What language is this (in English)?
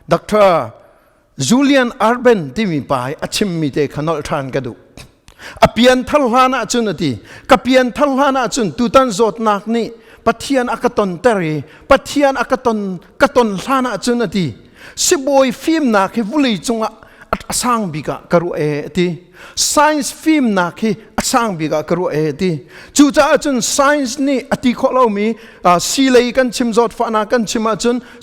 Hakha Chin